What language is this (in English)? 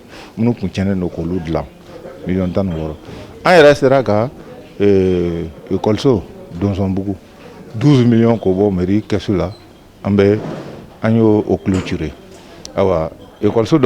Bambara